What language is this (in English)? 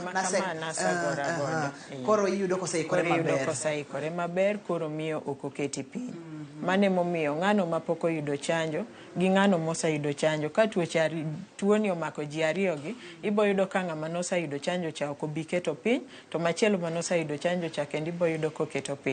Luo (Kenya and Tanzania)